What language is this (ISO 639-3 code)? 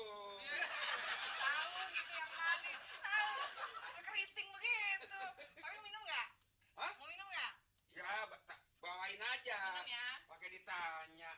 bew